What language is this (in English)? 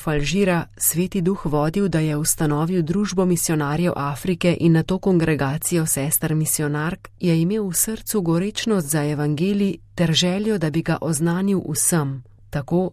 Slovenian